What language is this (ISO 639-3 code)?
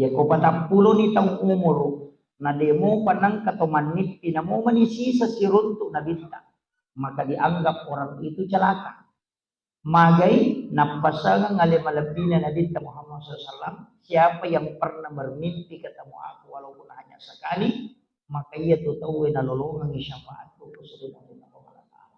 bug